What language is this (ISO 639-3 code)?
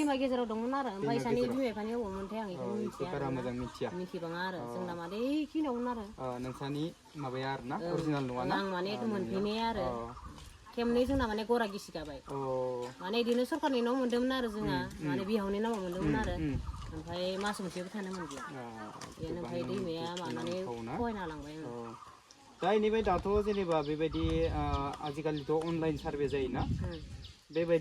brx